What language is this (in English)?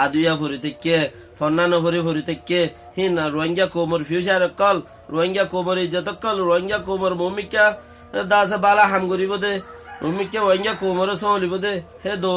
Rohingya